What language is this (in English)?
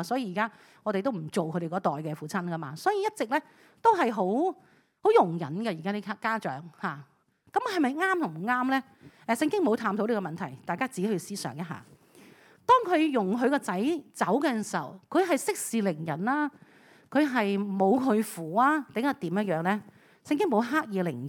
Cantonese